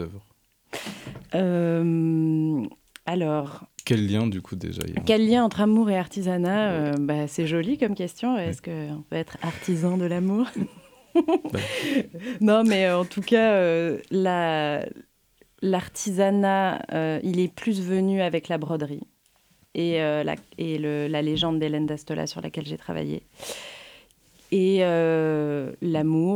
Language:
French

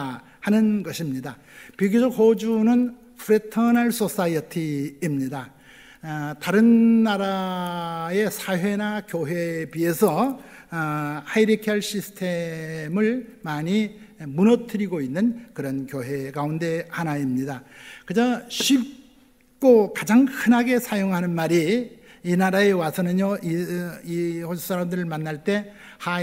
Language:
Korean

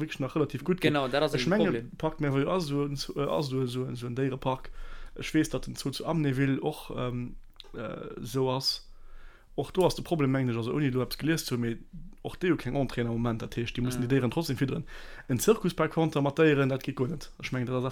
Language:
Luxembourgish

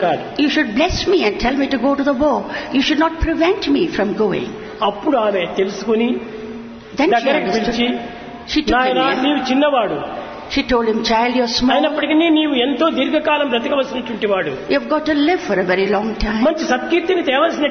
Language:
Telugu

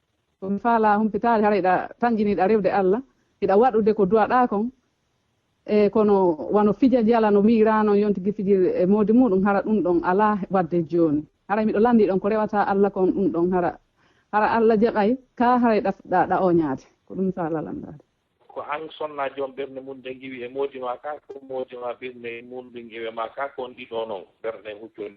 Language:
Fula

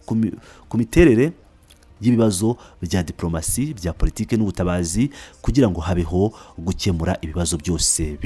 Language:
Kinyarwanda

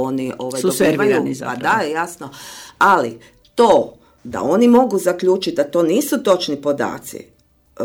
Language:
Croatian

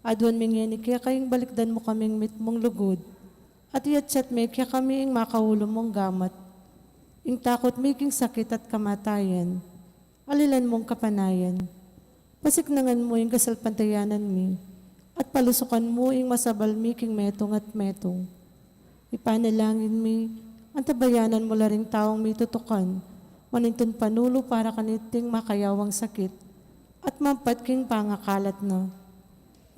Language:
Pampanga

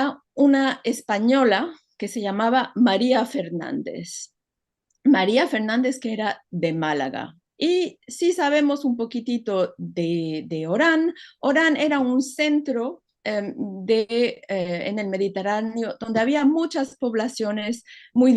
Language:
Ladino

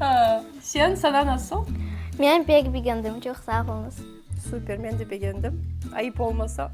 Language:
Crimean Tatar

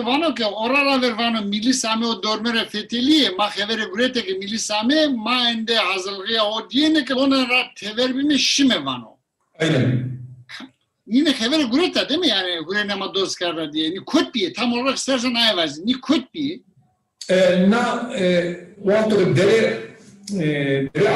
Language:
Zaza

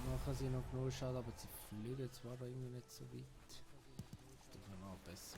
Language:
Swiss German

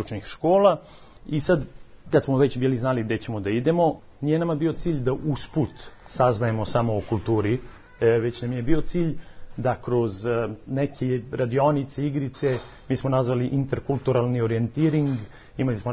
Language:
Serbian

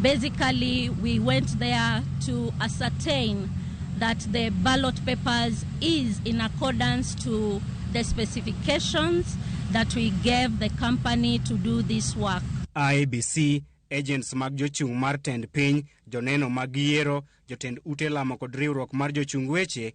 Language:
Luo (Kenya and Tanzania)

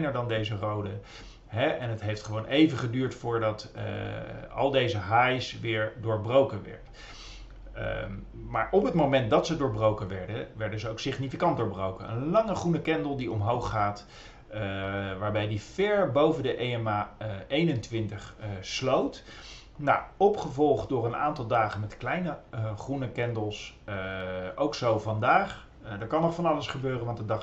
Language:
Dutch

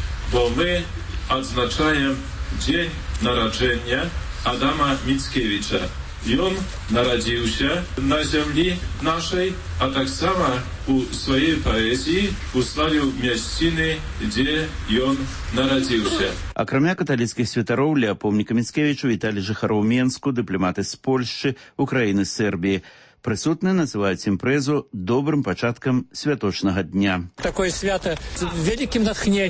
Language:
Belarusian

